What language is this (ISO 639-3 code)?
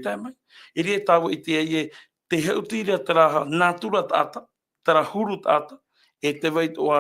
tah